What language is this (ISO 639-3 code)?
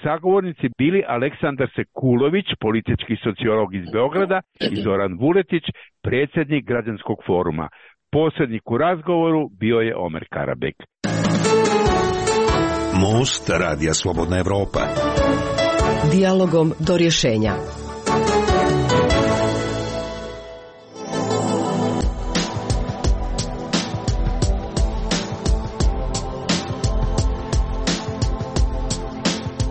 srp